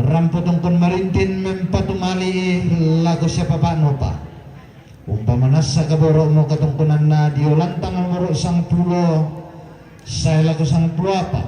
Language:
Toraja-Sa'dan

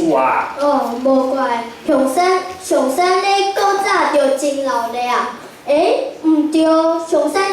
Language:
Min Nan Chinese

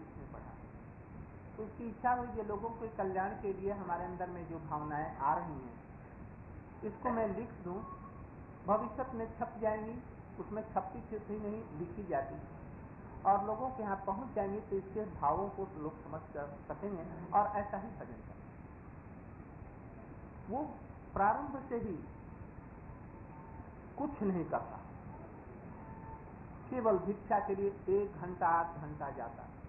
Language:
Hindi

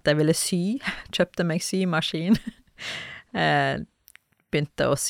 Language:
Norwegian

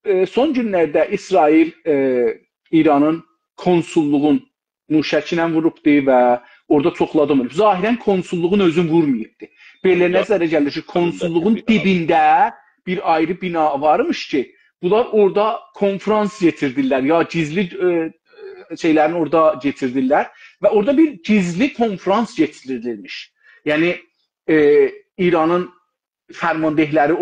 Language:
South Azerbaijani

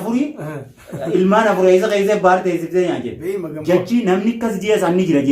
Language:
Oromo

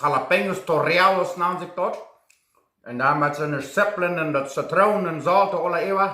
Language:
Plautdietsch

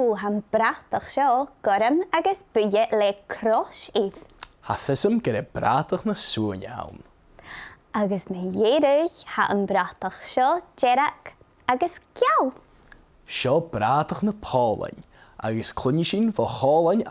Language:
Scottish Gaelic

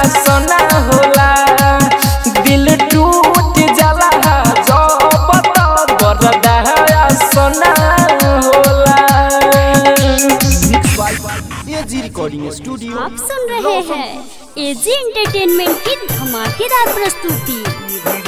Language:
Bhojpuri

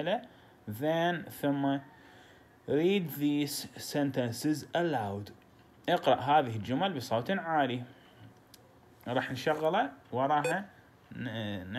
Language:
Mesopotamian Arabic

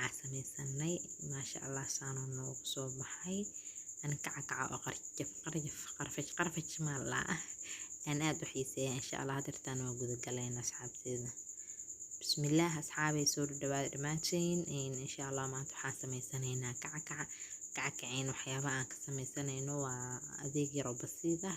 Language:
Somali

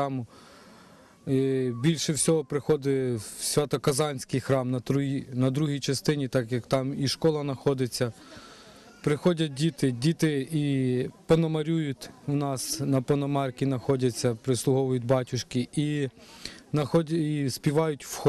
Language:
Ukrainian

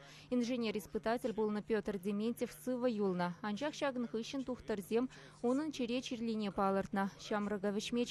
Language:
Chuvash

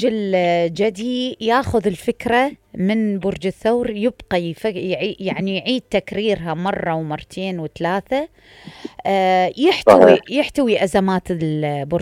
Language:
Mesopotamian Arabic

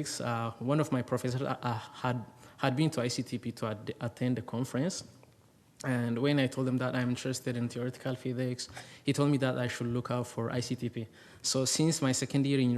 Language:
English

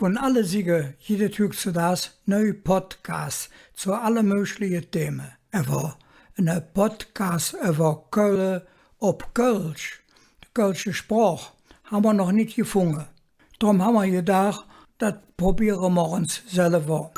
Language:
Colognian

